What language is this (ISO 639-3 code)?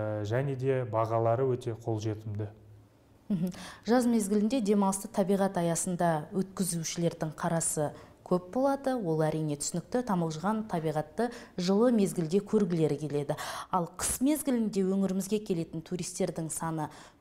kaz